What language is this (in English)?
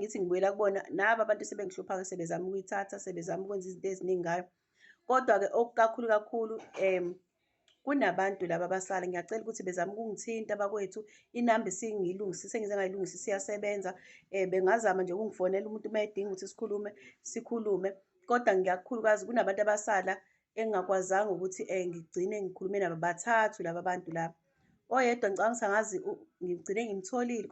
Zulu